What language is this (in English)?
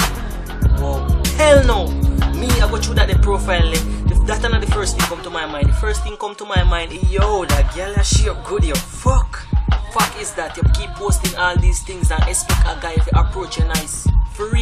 Jamaican Creole English